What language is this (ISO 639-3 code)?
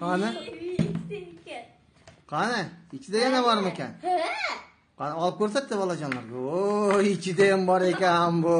uzb